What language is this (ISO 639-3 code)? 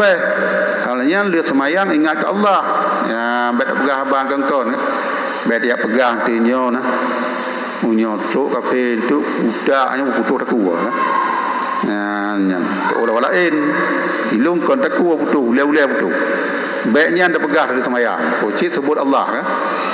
ace